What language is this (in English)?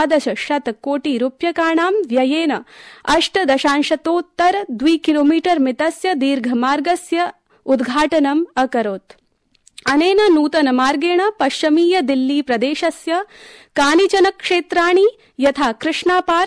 Sanskrit